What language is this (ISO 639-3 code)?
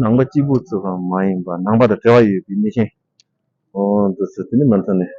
bod